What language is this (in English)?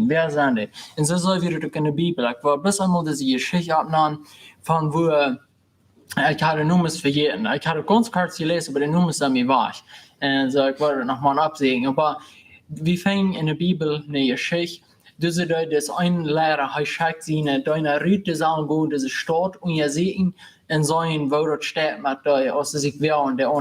Plautdietsch